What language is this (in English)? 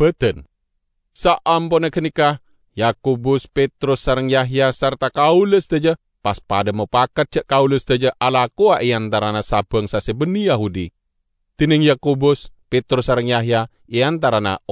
Madurese